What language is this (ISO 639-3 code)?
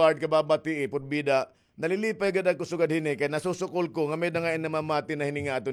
war